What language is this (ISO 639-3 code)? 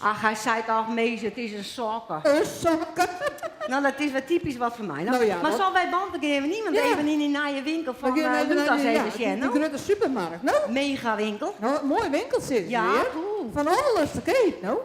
fry